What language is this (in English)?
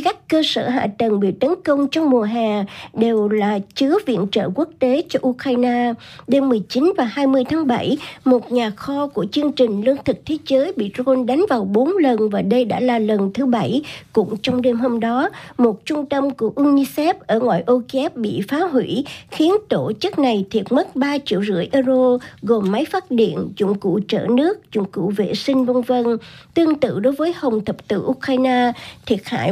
Vietnamese